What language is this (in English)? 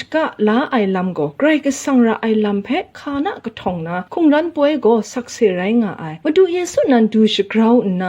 Kachin